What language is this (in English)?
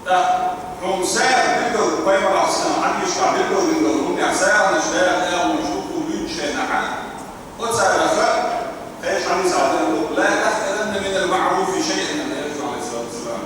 Chechen